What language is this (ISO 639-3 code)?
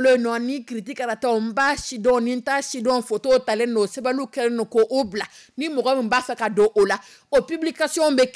dyu